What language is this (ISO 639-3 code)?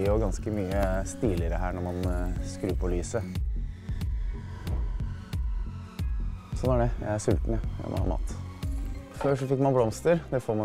nor